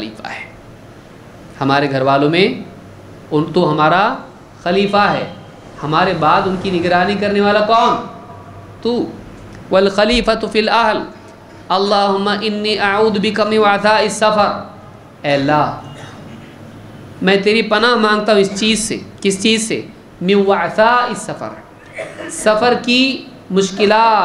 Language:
Urdu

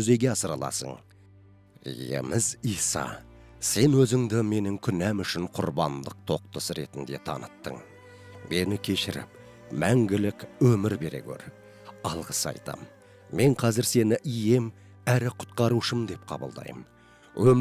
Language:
Kazakh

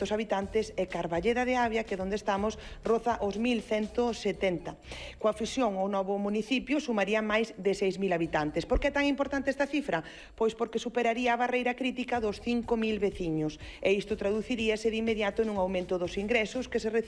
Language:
Galician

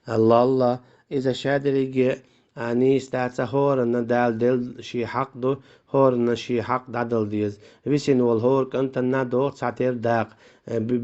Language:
Chechen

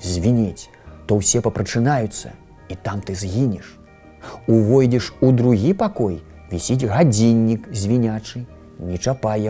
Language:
Belarusian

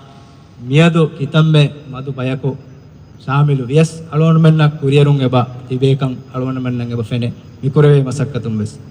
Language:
Divehi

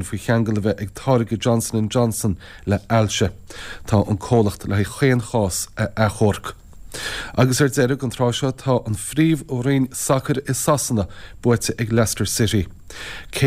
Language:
Irish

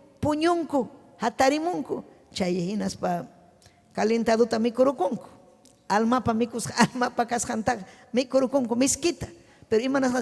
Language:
Ayacucho Quechua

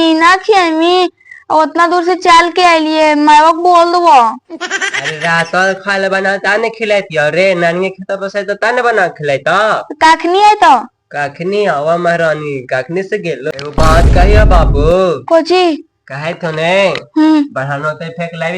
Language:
Magahi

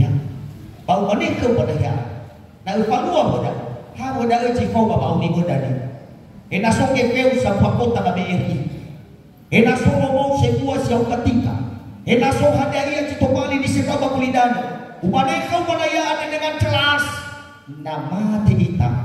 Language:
Nias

